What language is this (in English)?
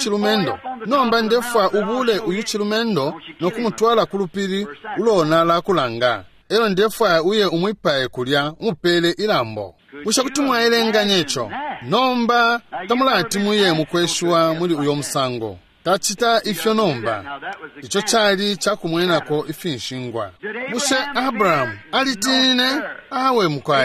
Bemba